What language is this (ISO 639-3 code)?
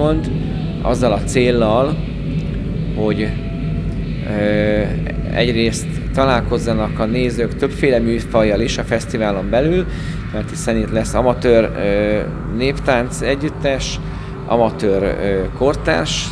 hun